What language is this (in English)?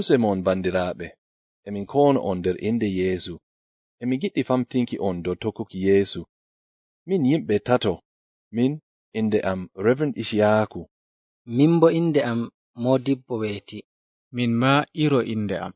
Fula